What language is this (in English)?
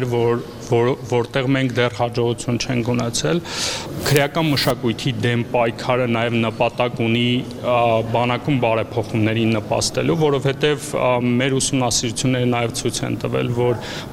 Armenian